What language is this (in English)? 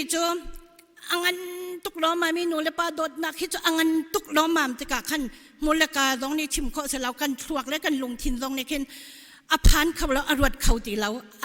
Hakha Chin